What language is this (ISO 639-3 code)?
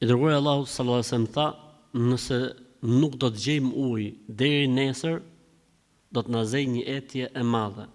sqi